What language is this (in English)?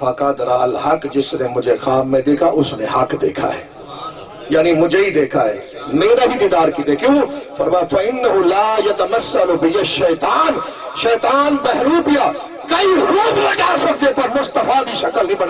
Saraiki